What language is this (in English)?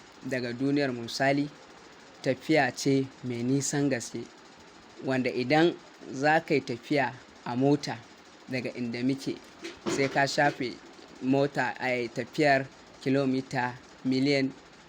Hausa